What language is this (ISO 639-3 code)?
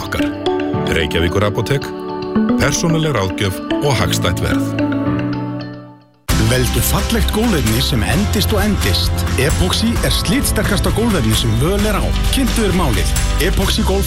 isl